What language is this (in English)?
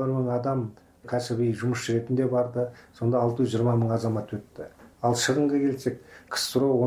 Kazakh